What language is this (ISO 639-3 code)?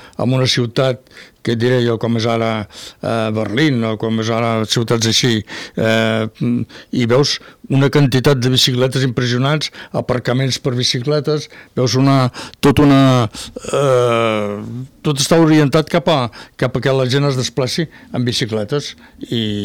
cat